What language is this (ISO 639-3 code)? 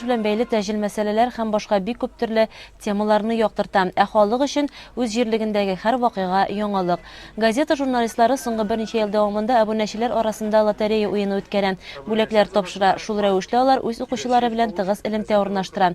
tat